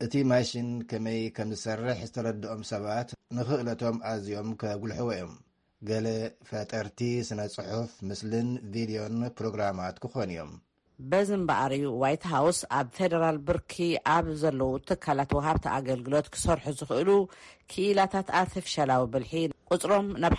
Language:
Tigrinya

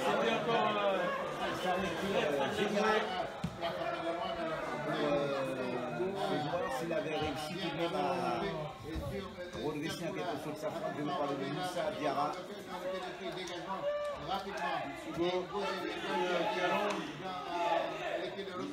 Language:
French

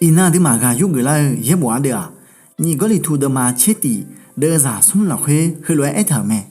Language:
Akha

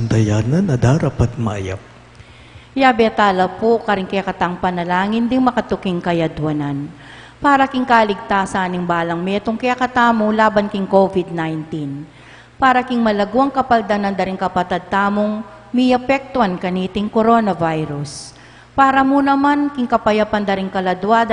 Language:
Pampanga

